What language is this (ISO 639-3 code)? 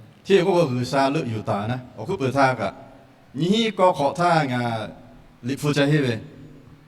lhu